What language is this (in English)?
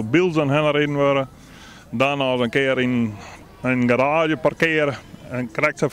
Western Frisian